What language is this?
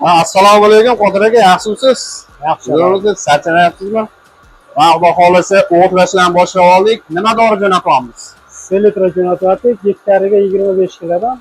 Uzbek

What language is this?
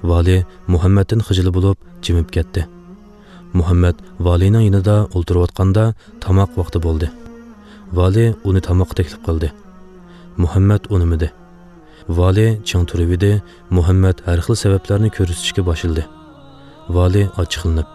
Uyghur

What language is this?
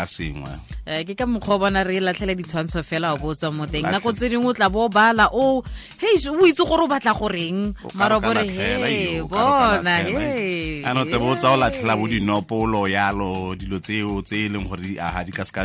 Tswana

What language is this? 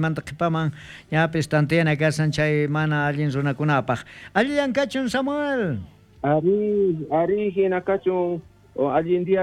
South Bolivian Quechua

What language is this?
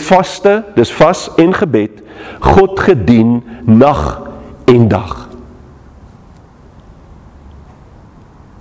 Afrikaans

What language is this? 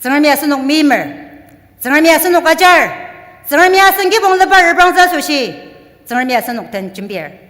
Ao Naga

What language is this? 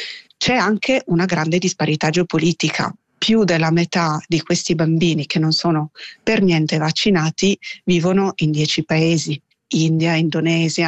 Italian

